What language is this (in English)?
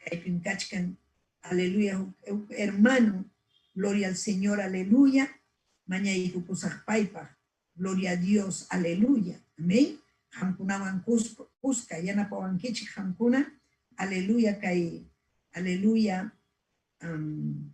Ayacucho Quechua